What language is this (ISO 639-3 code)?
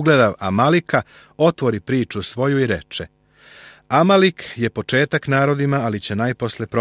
srp